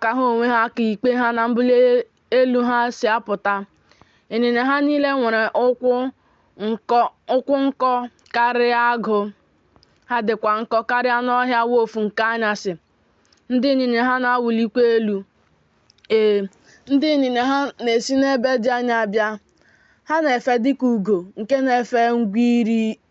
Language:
Igbo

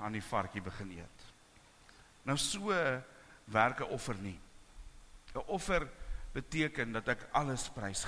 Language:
Afrikaans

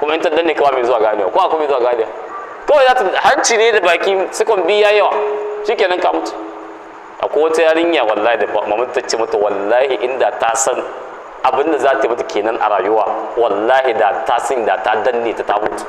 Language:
Hausa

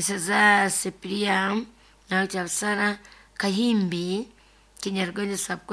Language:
Nyoro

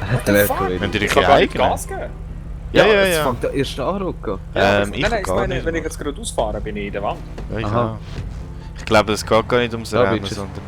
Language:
Swiss German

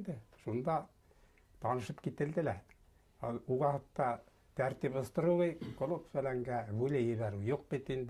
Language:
Bashkir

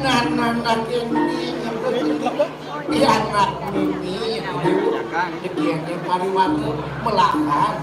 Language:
Balinese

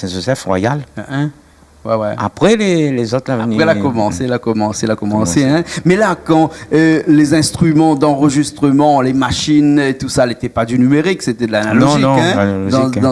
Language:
Réunion Creole French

